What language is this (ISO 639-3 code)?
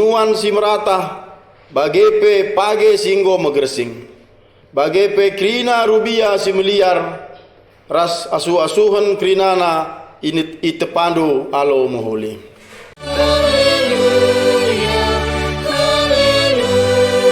btx